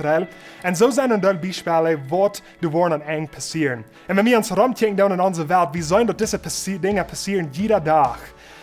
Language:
Plautdietsch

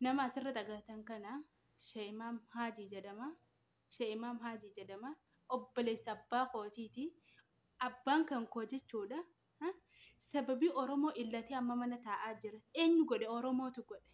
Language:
Oromo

